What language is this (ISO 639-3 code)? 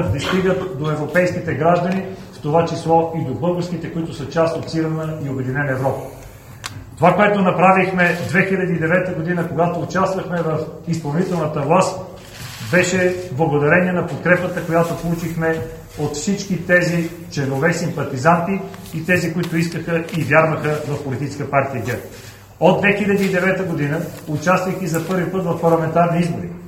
bul